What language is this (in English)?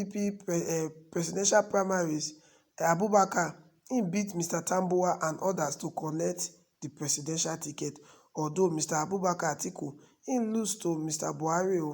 Nigerian Pidgin